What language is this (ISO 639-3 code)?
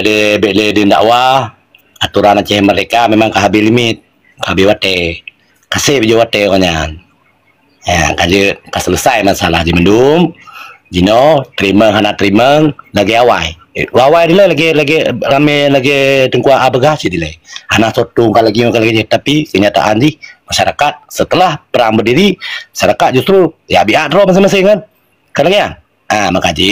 ace